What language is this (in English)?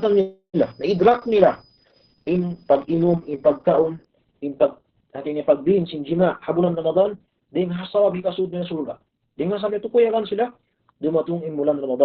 Tausug